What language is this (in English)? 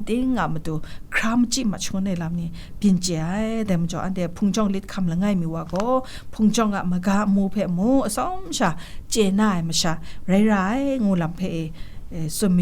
Kachin